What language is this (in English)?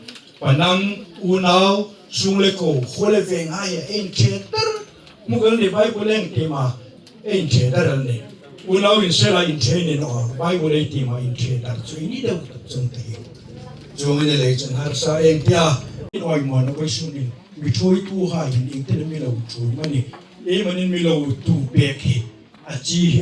Hmar